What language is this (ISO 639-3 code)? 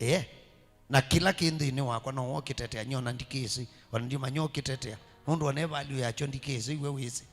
kam